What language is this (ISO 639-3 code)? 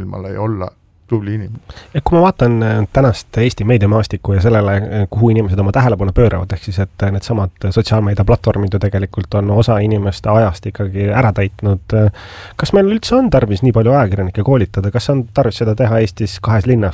est